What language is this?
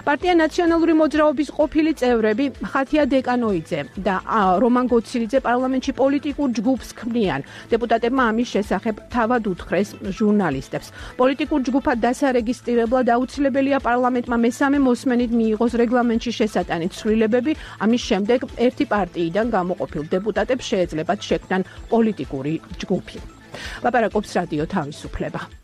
Georgian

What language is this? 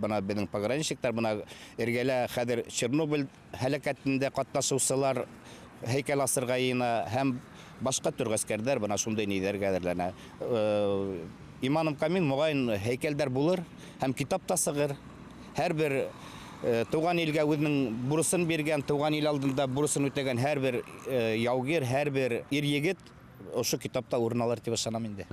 Bashkir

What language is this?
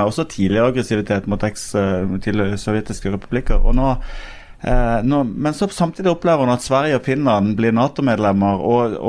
Norwegian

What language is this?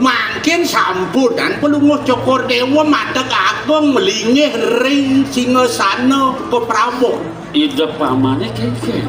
Balinese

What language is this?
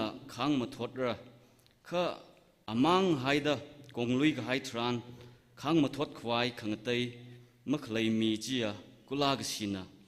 Tangkhul Naga (India)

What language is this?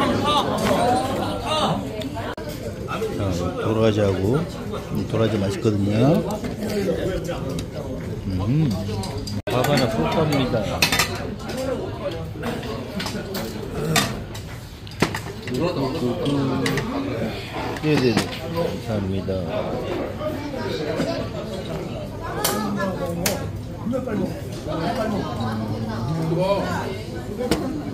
Korean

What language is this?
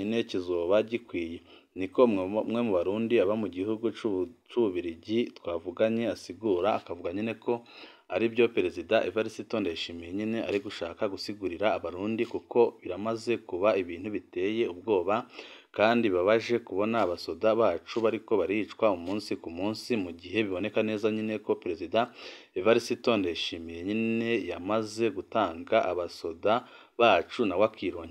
Rundi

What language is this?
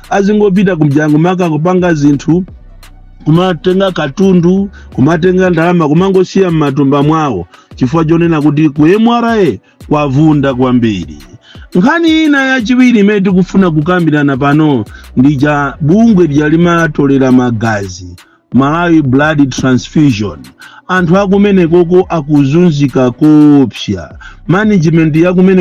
Nyanja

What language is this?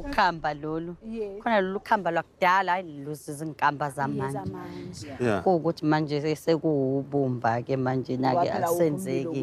Zulu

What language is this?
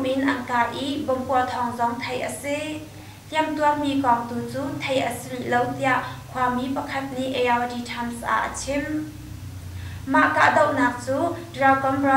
Hakha Chin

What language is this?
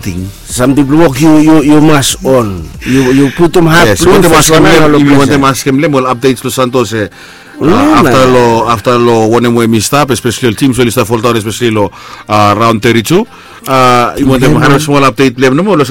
Bislama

